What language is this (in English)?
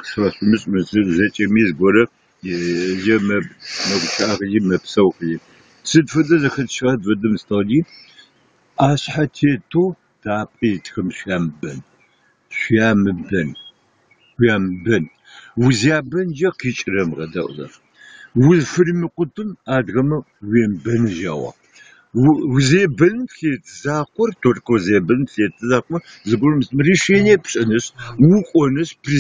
Adyghe